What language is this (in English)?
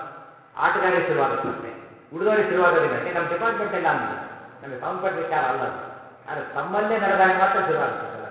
Kannada